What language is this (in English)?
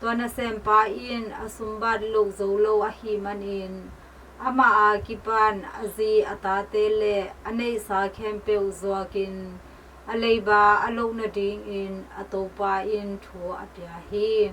Tedim Chin